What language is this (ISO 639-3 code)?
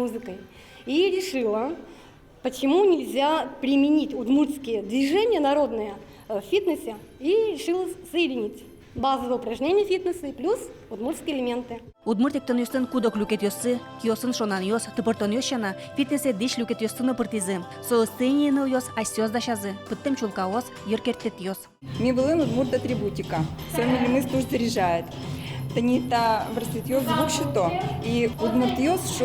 udm